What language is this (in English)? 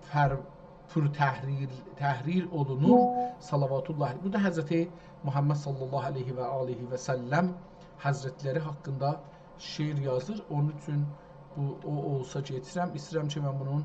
South Azerbaijani